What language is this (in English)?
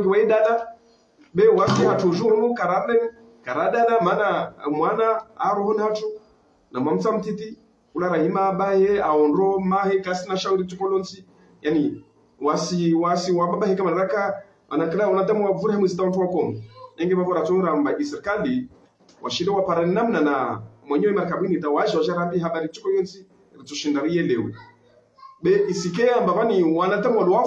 Ngazidja Comorian